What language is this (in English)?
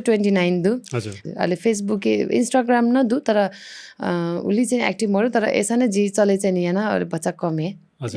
Newari